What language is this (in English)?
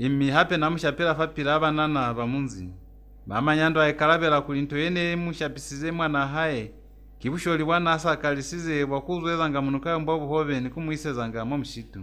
Lozi